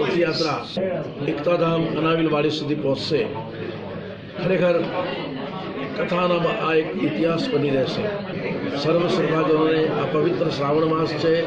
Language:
Gujarati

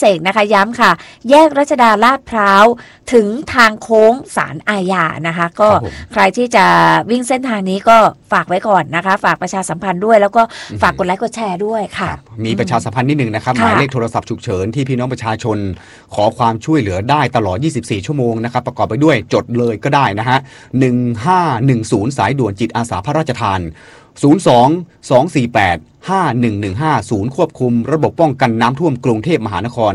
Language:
Thai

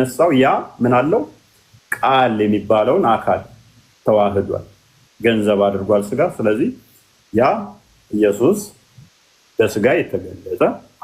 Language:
Amharic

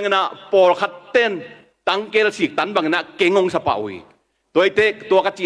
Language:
Tedim Chin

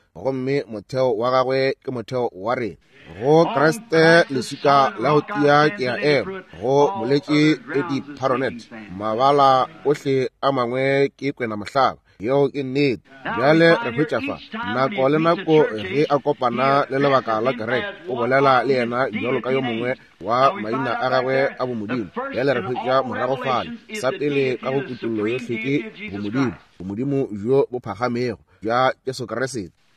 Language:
Northern Sotho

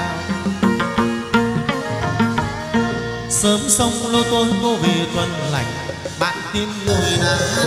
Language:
Vietnamese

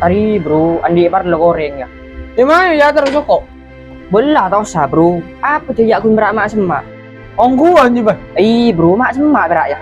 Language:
Madurese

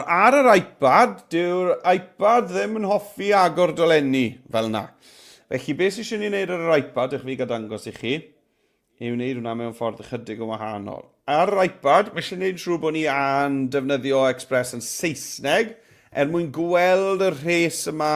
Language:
Welsh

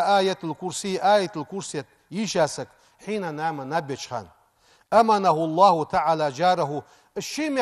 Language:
Ingush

